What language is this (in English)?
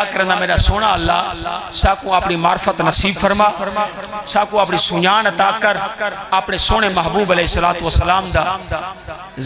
Saraiki